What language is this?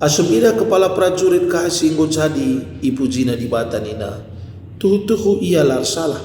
Batak Karo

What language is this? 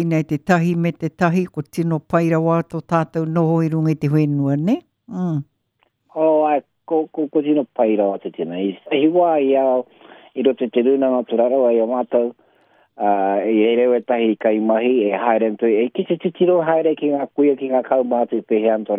Māori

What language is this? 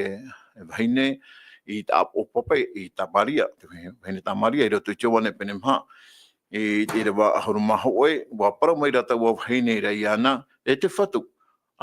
Tahitian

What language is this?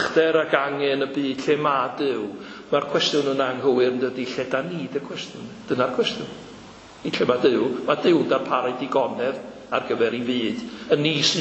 Welsh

